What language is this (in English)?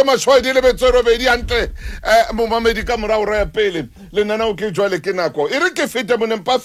Southern Sotho